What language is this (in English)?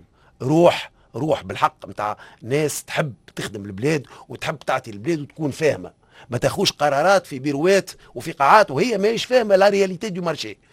Tunisian Arabic